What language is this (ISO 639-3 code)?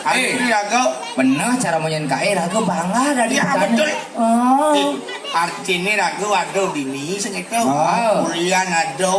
ban